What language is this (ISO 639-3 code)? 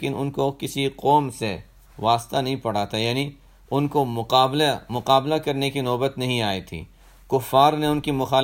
urd